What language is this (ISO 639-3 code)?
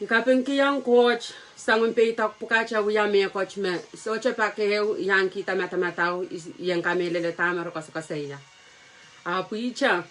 pon